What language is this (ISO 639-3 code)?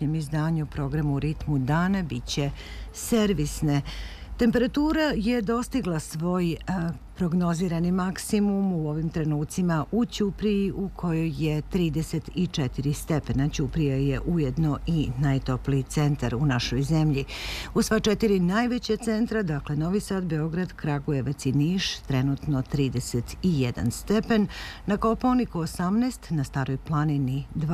srp